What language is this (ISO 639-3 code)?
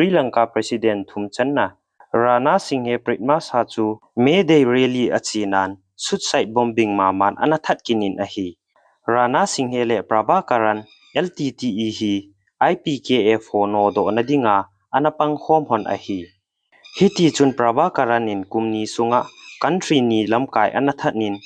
tcz